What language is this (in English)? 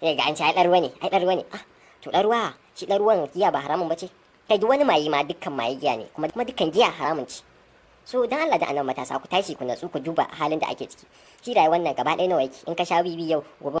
Hausa